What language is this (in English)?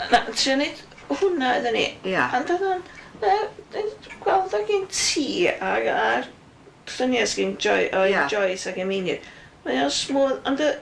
Welsh